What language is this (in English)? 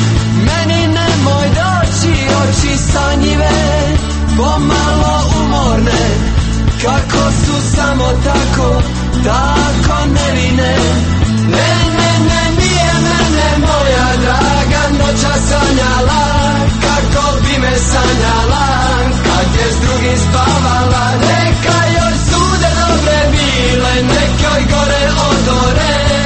Croatian